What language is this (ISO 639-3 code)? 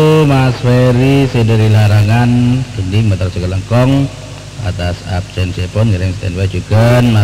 mad